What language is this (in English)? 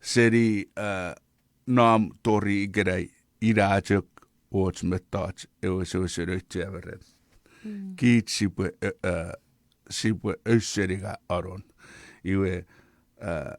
Chuukese